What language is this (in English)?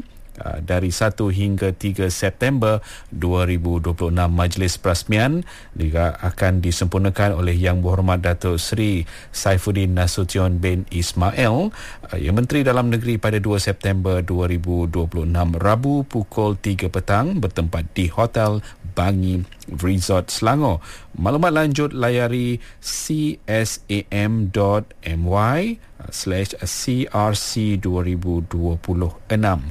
Malay